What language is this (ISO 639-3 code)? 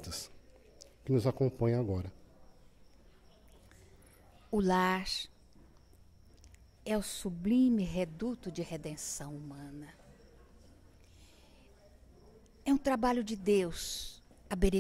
por